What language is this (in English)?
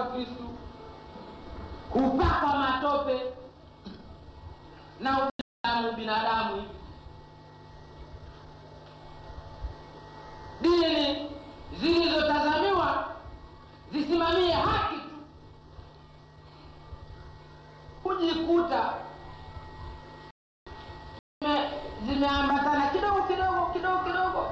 Swahili